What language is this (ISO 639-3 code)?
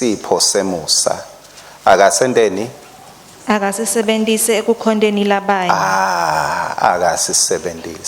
ssw